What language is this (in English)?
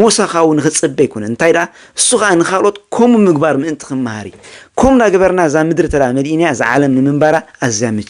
Tigrinya